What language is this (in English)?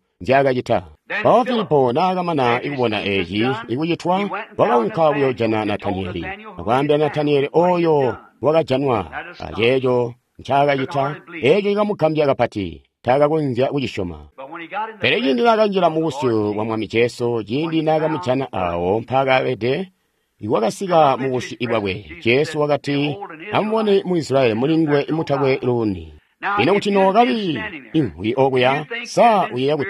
Tonga (Zambia)